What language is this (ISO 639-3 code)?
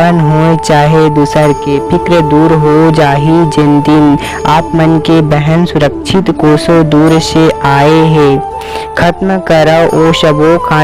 hne